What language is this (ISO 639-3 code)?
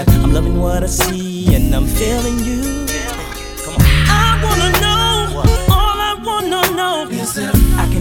eng